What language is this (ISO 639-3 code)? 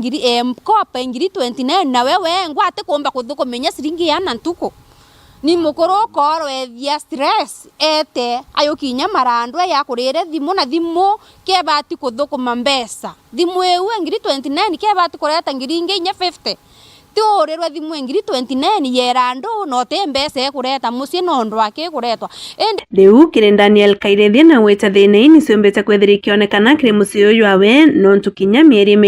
mer